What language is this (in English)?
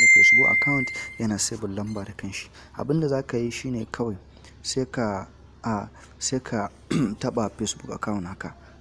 Hausa